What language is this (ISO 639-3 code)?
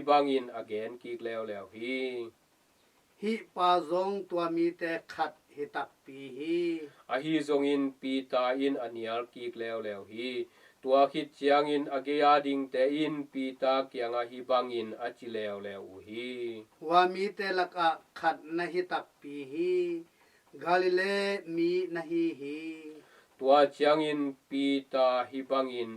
ctd